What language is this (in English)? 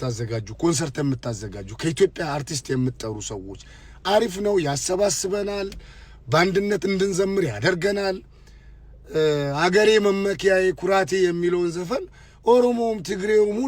Amharic